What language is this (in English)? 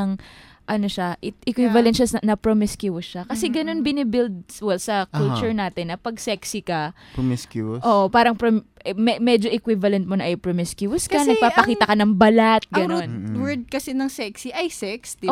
Filipino